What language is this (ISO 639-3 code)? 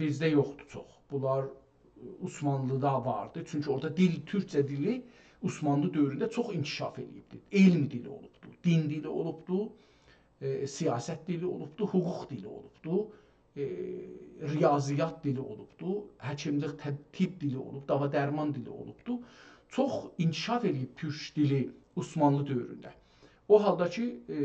azb